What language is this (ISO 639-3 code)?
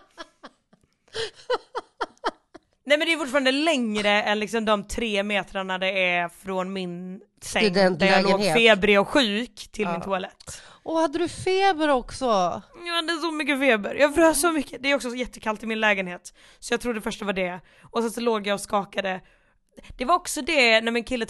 swe